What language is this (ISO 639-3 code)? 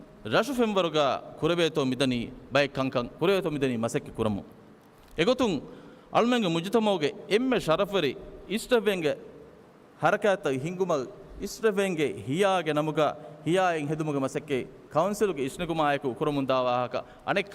div